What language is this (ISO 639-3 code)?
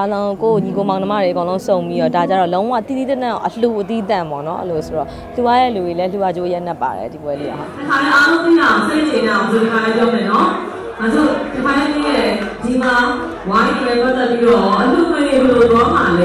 mya